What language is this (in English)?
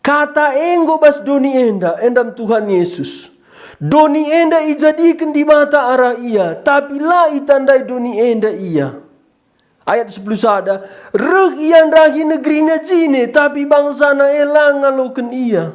Batak Karo